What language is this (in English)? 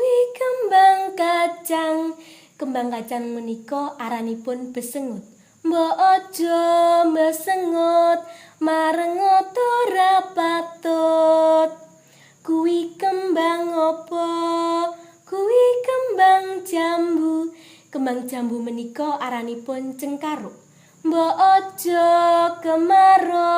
Javanese